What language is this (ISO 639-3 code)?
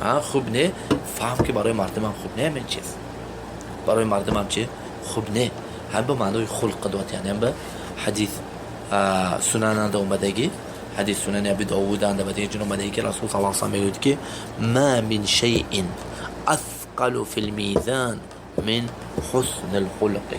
tgk